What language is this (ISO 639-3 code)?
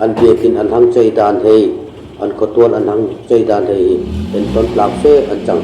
dln